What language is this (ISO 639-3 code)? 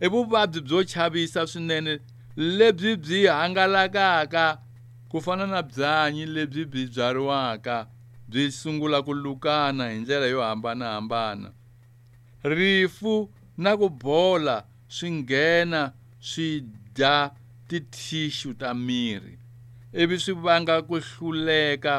tso